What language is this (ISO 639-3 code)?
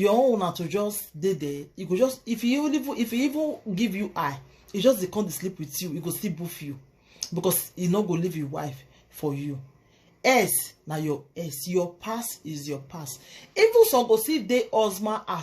pcm